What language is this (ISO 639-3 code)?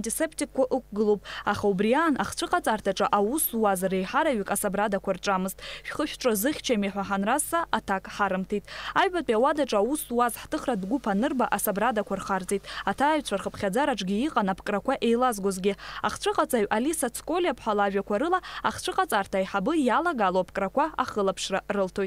abk